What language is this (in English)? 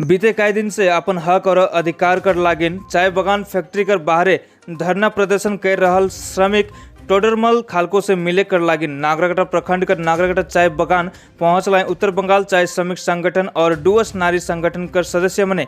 Sadri